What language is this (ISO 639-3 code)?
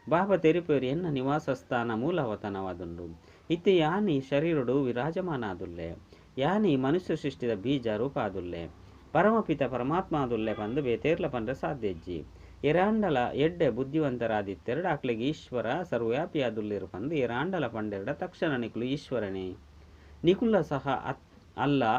tcy